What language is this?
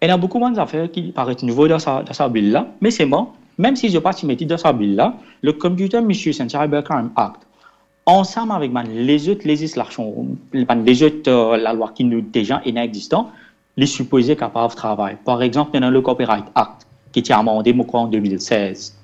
Morisyen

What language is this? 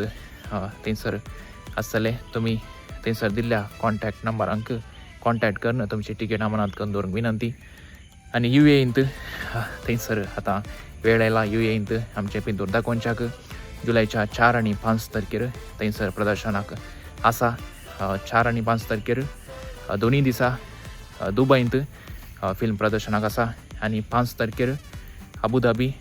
Konkani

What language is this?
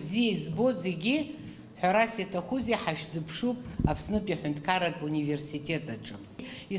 Abkhazian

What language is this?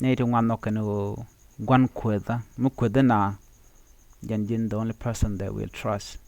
Nuer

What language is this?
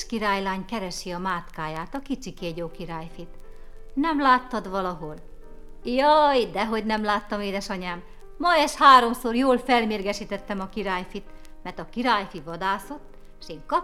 Hungarian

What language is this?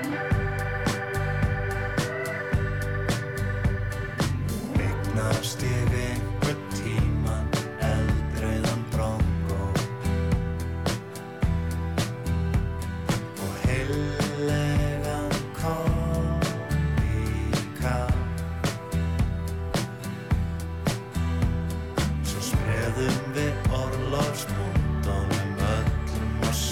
Icelandic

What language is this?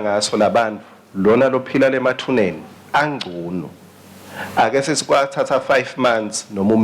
Swati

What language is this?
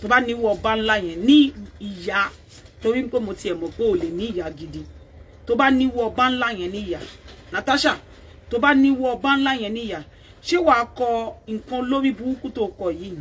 Yoruba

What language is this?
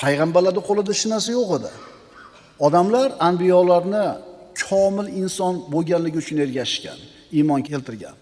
Uzbek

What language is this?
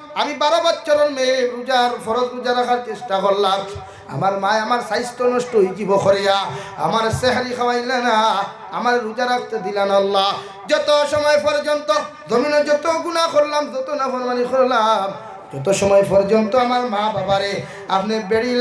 Sylheti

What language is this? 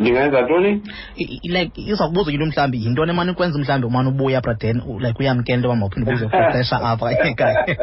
Xhosa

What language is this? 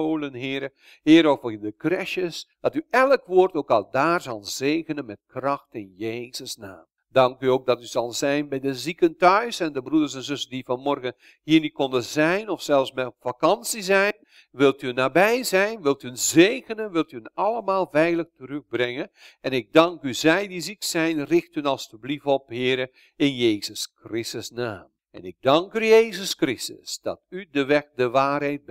Dutch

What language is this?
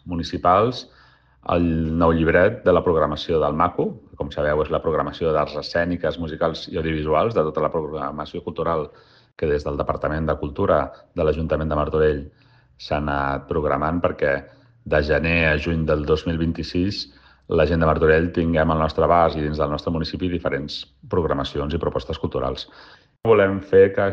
Catalan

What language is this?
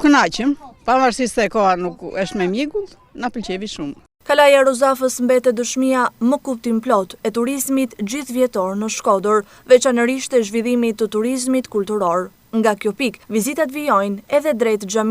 Albanian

